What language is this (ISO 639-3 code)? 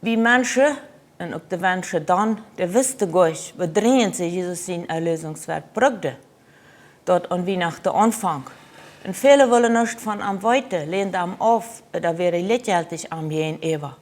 pdt